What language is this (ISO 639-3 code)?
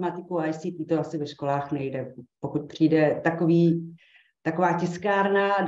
ces